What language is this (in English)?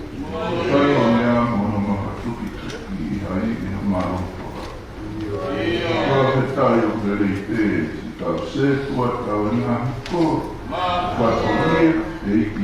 Tongan